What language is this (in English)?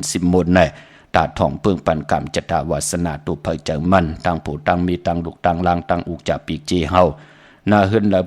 Shan